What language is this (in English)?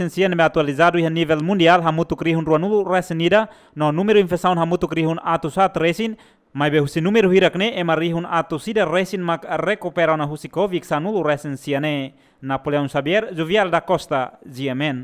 Tetum